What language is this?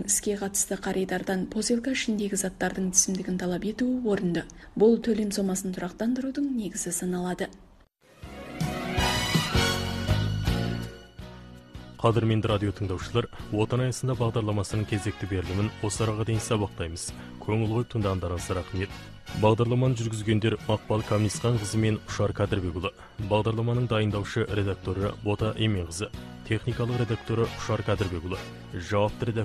Kazakh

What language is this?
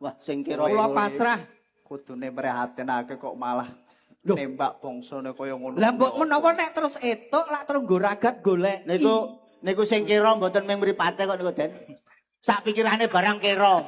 Javanese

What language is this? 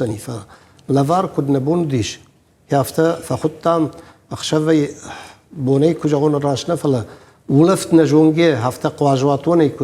Ossetic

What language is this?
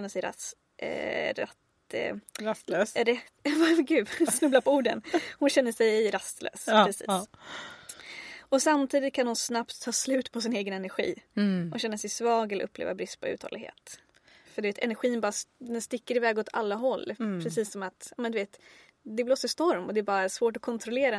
Swedish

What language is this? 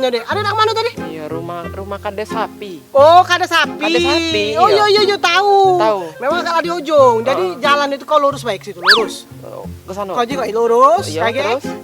Musi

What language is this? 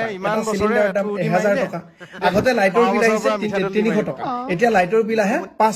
Assamese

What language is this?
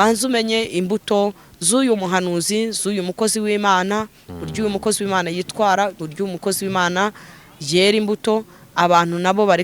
Kinyarwanda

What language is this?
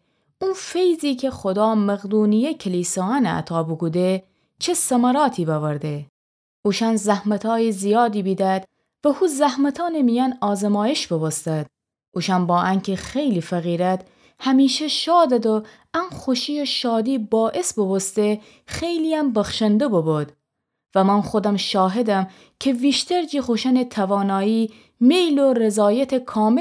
Gilaki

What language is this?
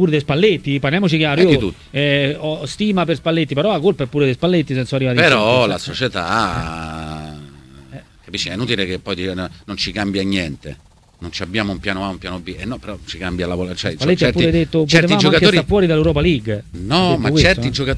Italian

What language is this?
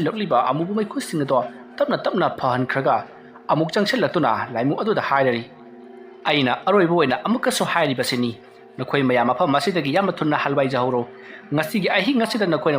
Manipuri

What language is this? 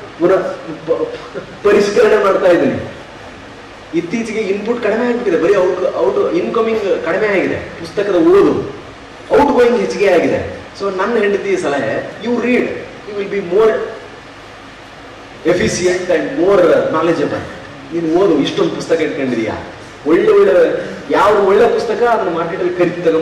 Kannada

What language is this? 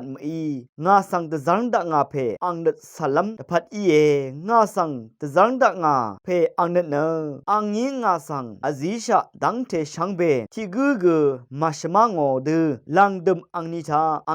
Rawang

